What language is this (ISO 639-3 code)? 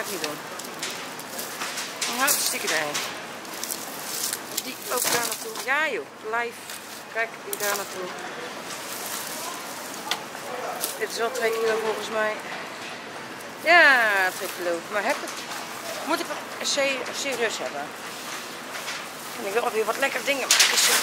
nld